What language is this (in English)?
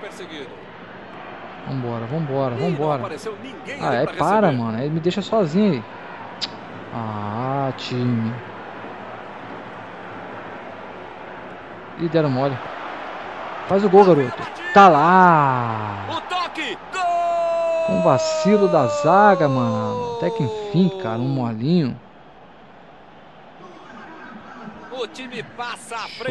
Portuguese